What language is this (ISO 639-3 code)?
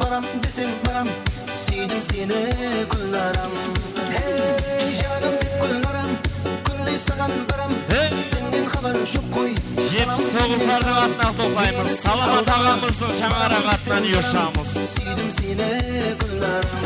kaa